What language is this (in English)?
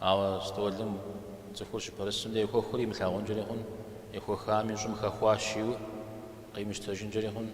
Kabardian